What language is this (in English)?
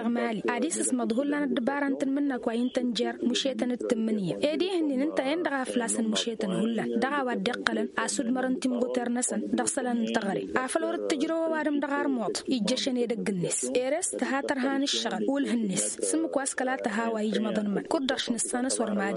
Tamasheq